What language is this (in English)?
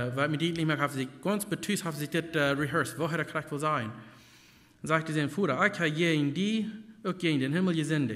Plautdietsch